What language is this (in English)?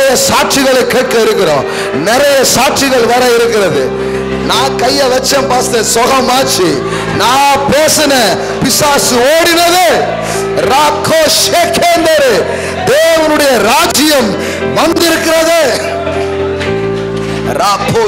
Tamil